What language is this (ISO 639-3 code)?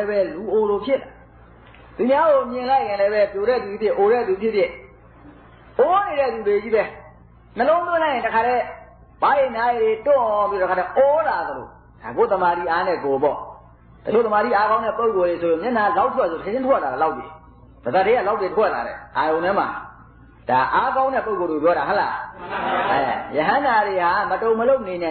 mya